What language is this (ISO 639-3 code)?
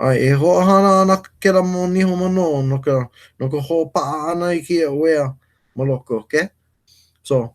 haw